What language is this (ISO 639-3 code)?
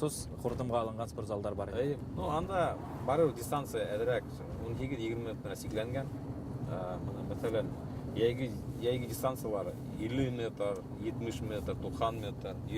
bak